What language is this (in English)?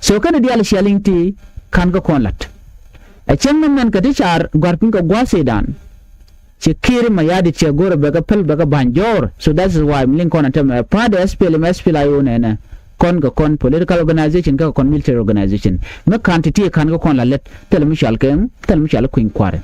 Nuer